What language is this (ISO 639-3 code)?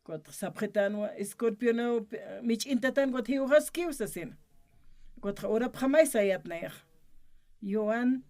aym